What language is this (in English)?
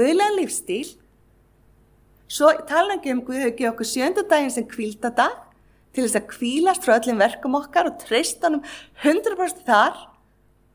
Icelandic